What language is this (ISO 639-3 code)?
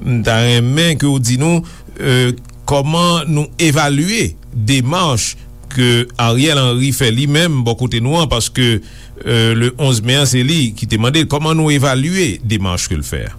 hat